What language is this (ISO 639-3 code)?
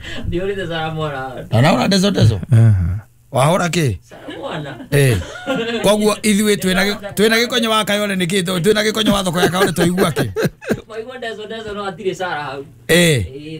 kik